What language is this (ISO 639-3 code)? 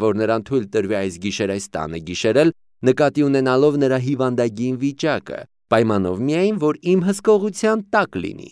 hye